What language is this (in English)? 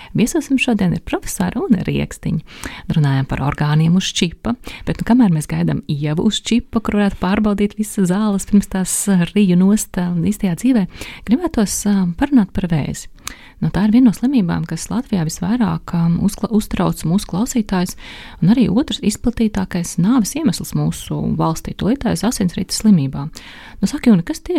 Latvian